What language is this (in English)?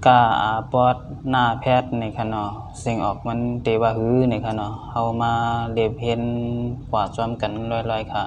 Shan